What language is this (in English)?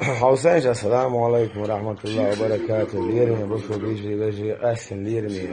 Chechen